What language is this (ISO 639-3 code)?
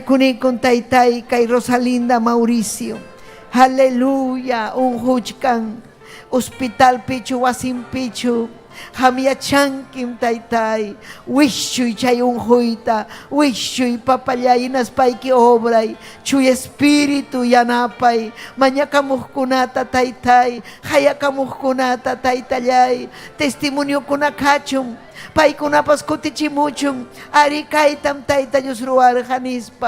quy